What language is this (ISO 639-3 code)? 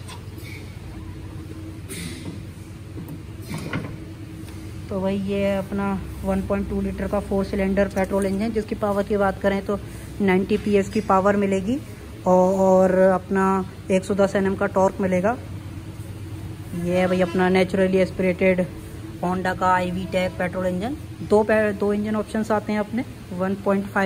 hin